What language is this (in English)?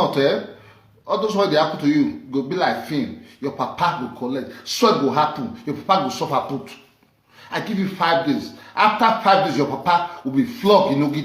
Nigerian Pidgin